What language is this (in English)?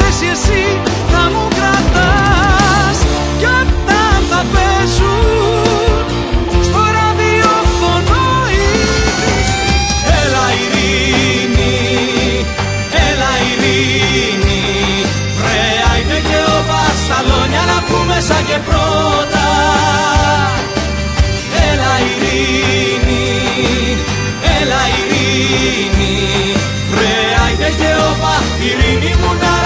Greek